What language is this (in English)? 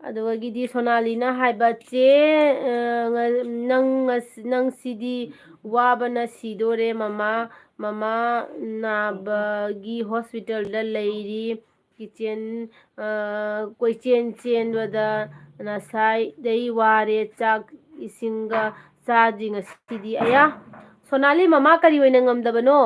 Manipuri